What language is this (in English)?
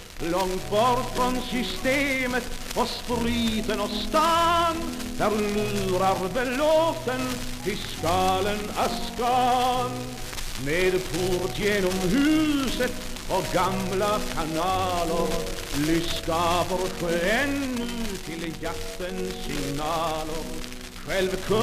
Swedish